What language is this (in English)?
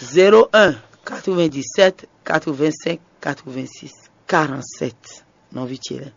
Fon